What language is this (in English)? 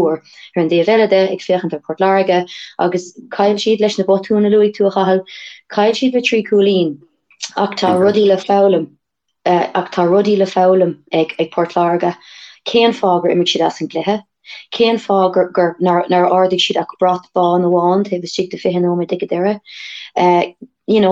Irish